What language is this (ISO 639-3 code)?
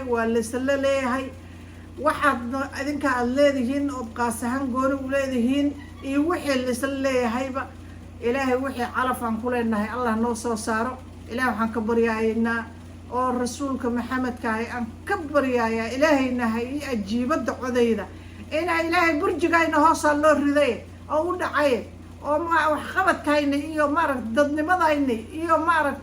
som